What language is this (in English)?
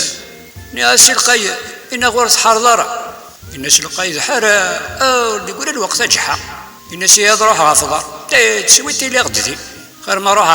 Kabyle